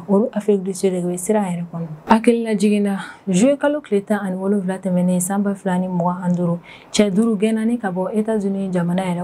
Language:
Bambara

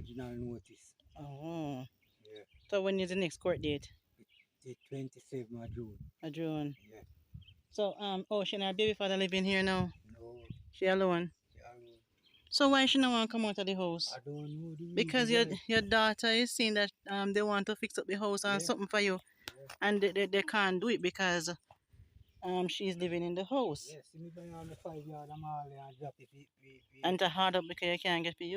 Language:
Jamaican Creole English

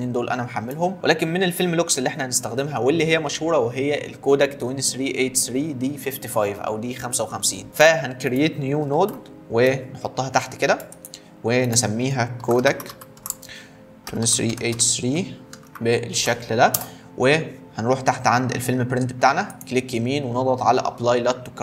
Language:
Egyptian Arabic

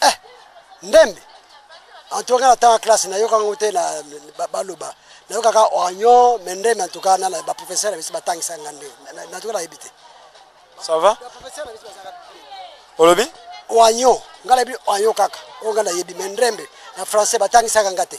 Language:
Lingala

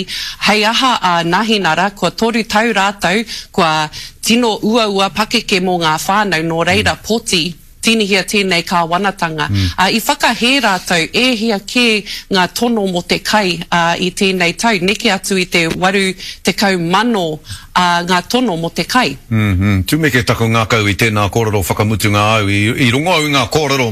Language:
Māori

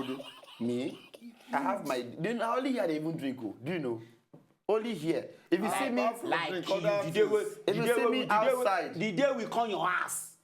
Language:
Nigerian Pidgin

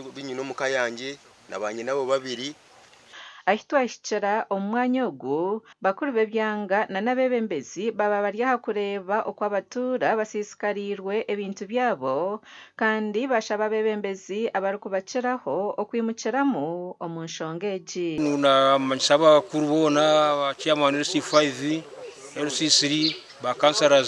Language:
Nyankole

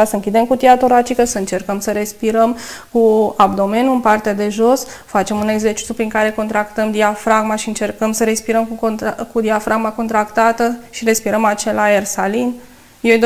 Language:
Romanian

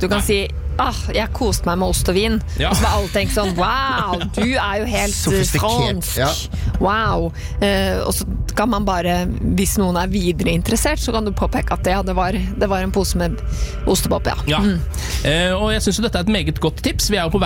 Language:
Norwegian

